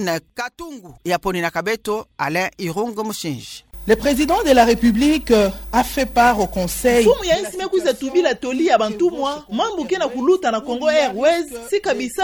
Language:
Kituba (Democratic Republic of Congo)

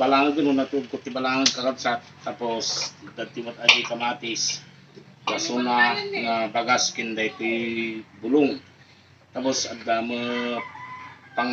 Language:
Iloko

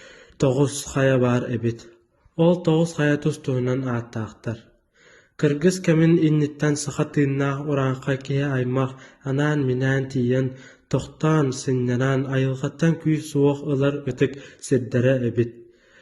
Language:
Yakut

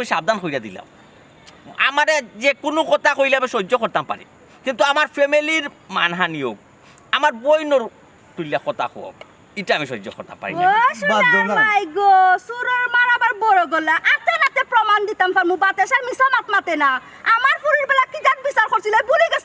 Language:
Sylheti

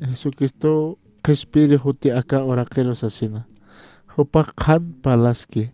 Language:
Aymara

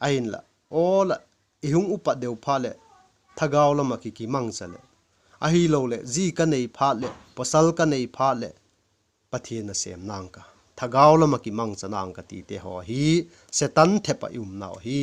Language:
Vaiphei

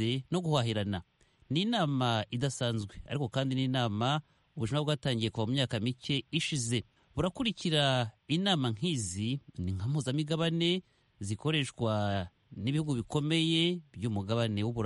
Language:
Kinyarwanda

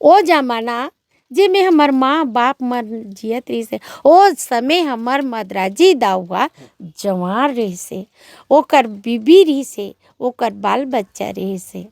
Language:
Chhattisgarhi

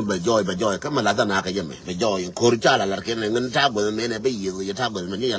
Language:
Nuer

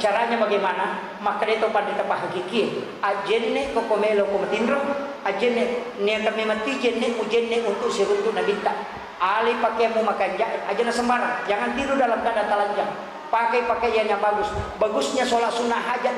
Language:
Buginese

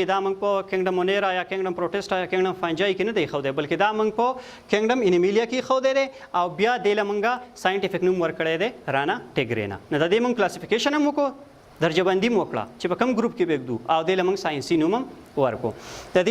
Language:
Pashto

